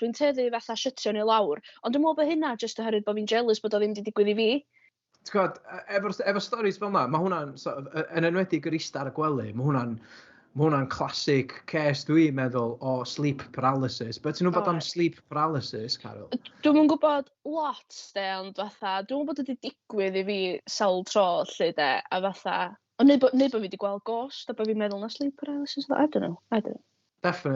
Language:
Welsh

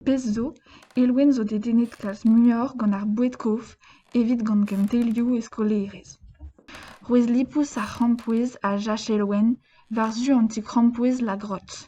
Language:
Breton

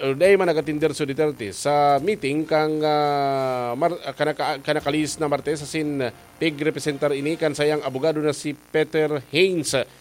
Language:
Bikol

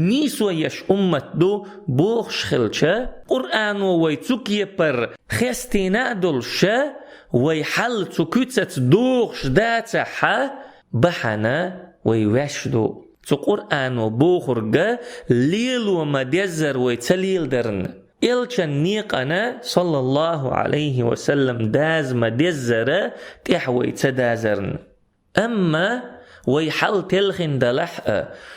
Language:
Chechen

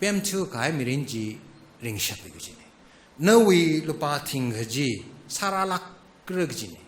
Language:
Tangkhul Naga (India)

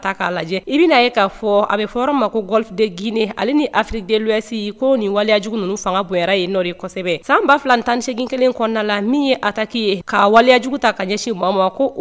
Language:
Bambara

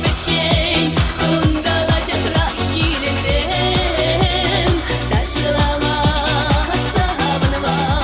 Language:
Chuvash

